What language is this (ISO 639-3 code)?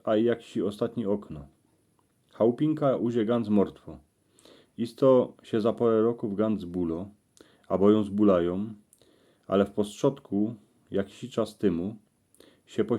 szl